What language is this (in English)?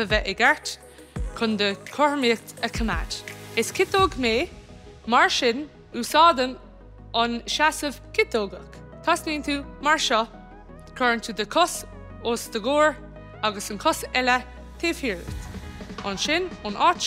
Irish